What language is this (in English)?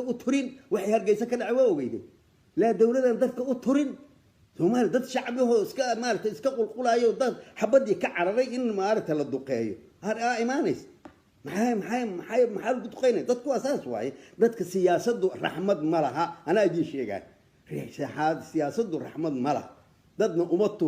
Somali